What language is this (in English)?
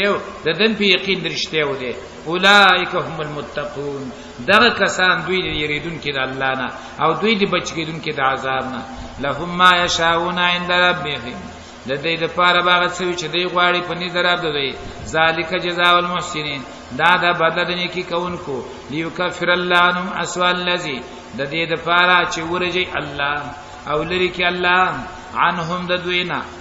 Pashto